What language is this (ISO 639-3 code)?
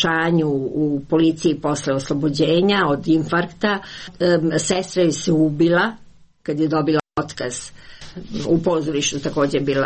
srp